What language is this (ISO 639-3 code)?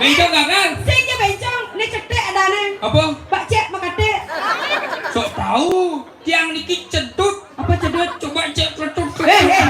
ban